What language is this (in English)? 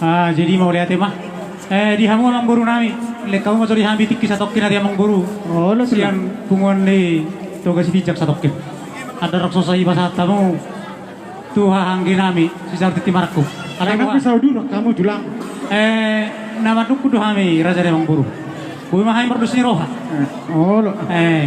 Batak Toba